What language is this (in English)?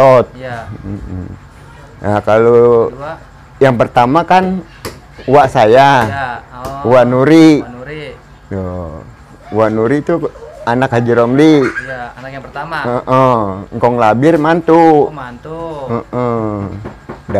Betawi